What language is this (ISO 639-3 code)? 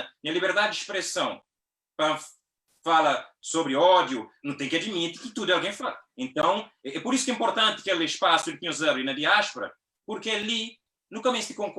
kea